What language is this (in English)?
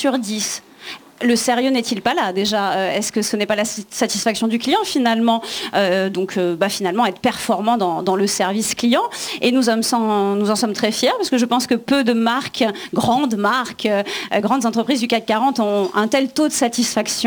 French